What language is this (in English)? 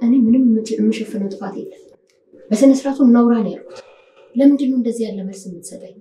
Amharic